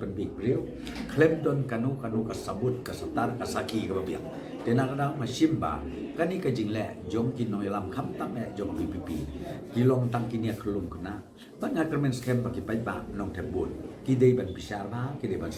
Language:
Khasi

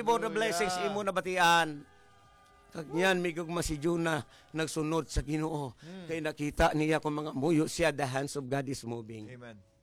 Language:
Hiligaynon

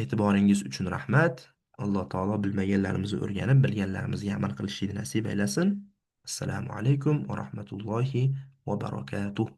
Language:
Uzbek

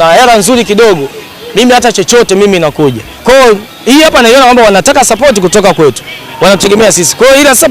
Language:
Swahili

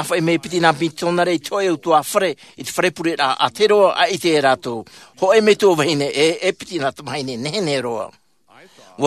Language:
Tahitian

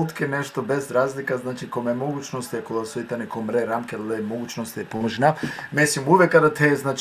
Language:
Balkan Romani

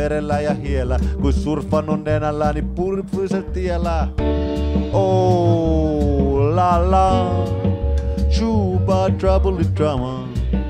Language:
Finnish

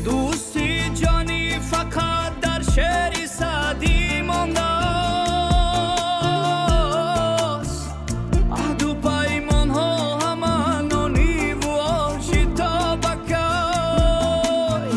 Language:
Tajik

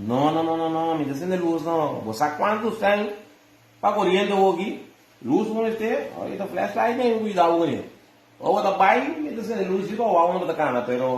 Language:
Papiamento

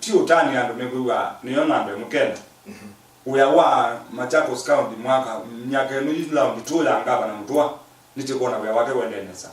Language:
Kamba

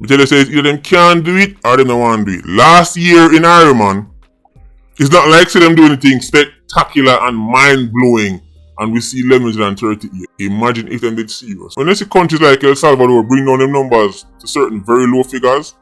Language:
Jamaican Creole English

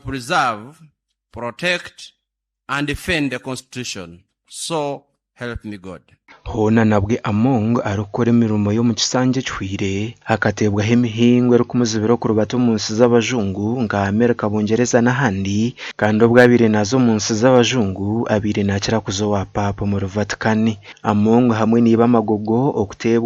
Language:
Nyankole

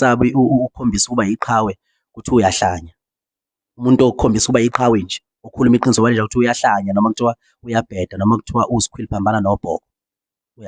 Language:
Zulu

